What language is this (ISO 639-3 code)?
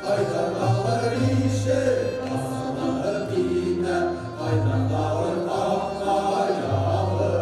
bak